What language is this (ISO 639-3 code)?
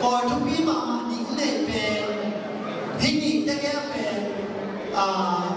ctd